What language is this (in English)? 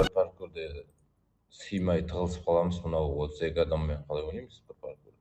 Kara-Kalpak